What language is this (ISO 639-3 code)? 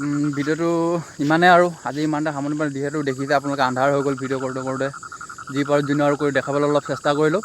asm